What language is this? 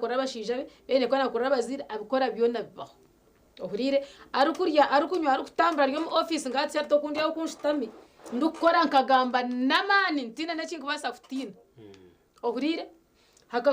Nyankole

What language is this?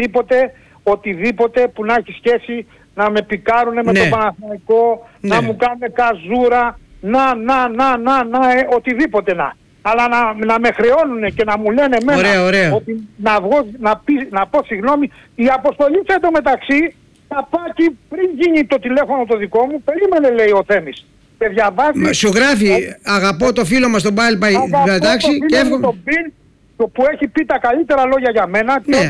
Greek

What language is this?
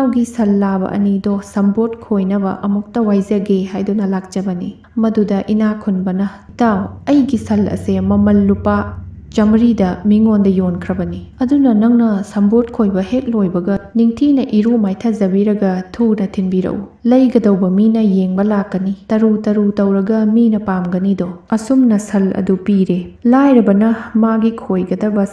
Manipuri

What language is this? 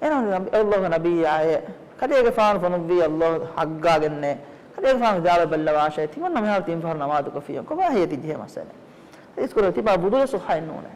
Divehi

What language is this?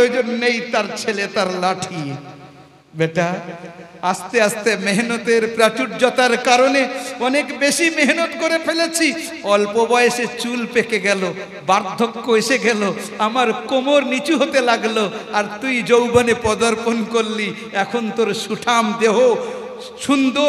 Bangla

